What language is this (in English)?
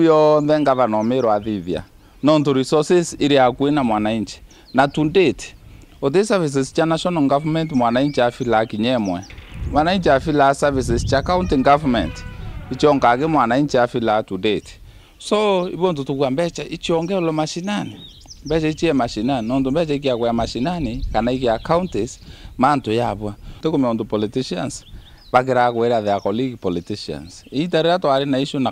Meru